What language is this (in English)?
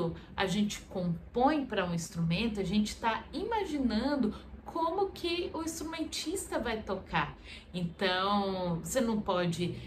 Portuguese